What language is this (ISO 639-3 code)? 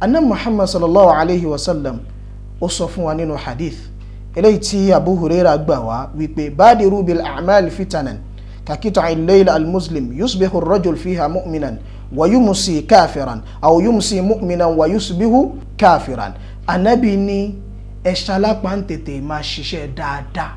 yor